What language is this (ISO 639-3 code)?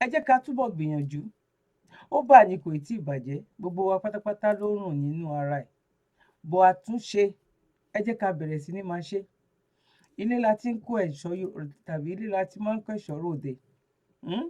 yor